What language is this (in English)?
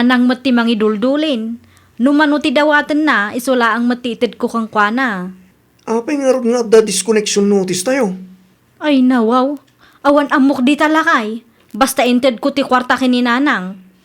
Iloko